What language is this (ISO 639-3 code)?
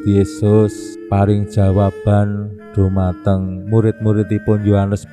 jav